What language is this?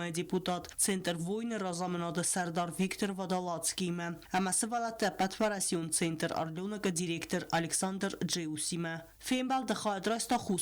Ossetic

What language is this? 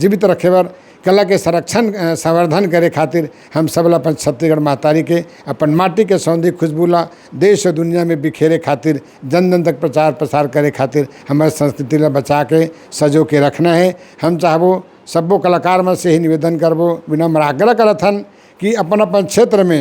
Chhattisgarhi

